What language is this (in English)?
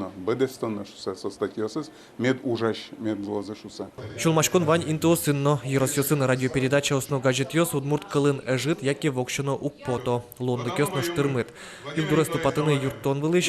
Udmurt